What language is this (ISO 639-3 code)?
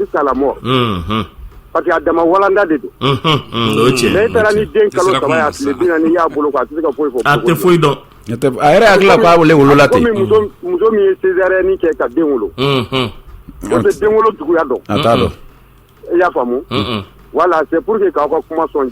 bam